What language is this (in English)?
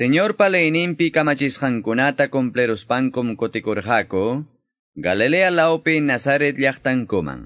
Quechua